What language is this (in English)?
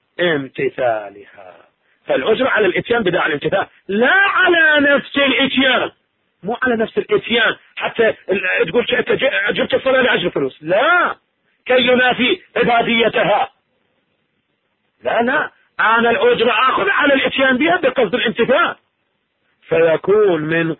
Arabic